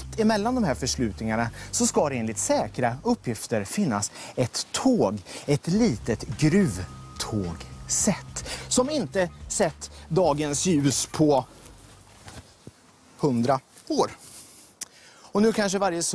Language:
Swedish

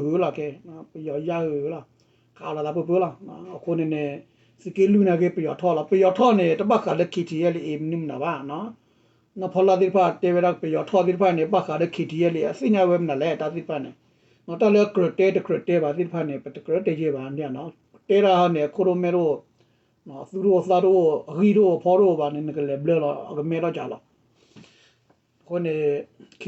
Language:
S'gaw Karen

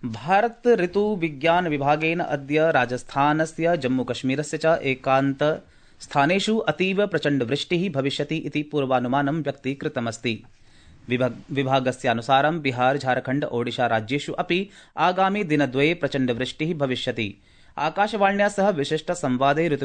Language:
Sanskrit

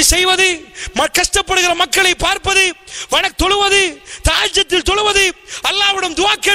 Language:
Tamil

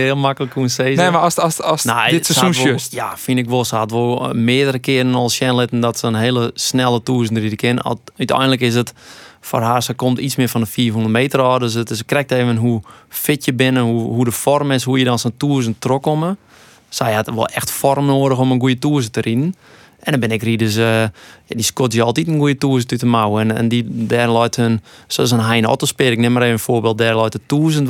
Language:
Western Frisian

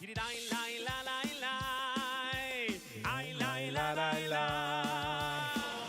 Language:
Yiddish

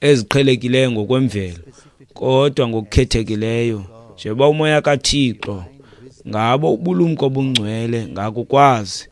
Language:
Xhosa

